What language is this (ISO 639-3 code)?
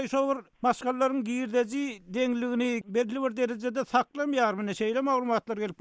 tuk